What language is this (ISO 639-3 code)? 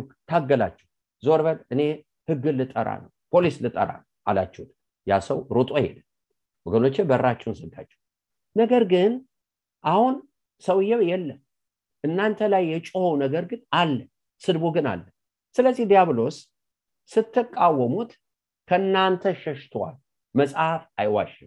amh